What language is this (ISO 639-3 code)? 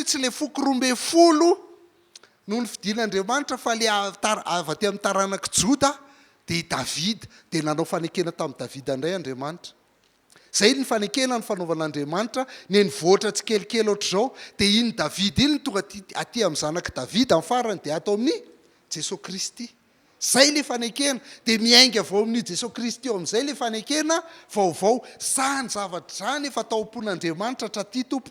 mlg